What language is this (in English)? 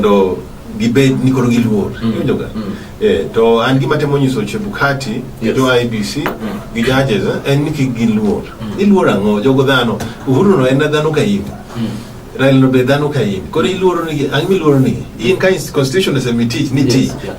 Luo (Kenya and Tanzania)